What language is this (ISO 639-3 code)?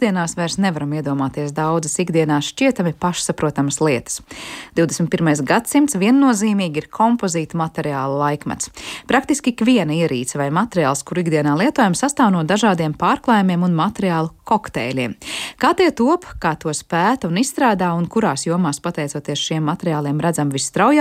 lav